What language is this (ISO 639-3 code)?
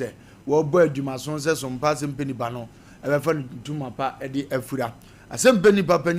aka